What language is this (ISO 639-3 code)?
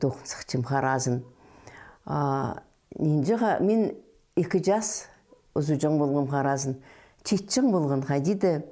kjh